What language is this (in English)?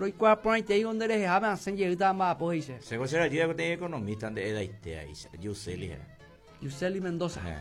Guarani